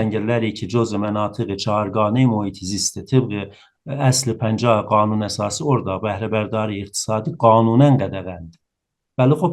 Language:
South Azerbaijani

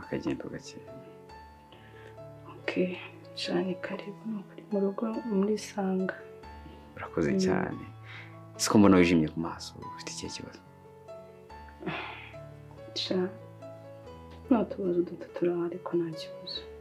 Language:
Kinyarwanda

